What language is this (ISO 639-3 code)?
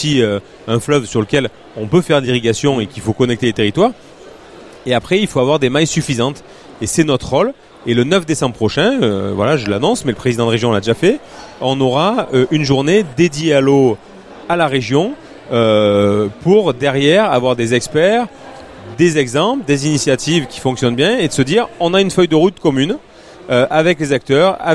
fra